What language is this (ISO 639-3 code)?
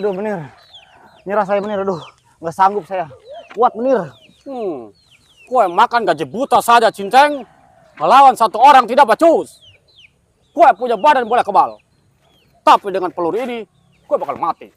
bew